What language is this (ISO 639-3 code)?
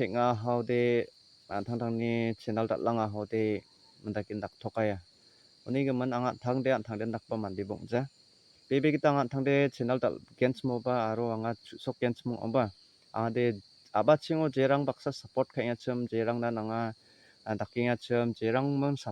grt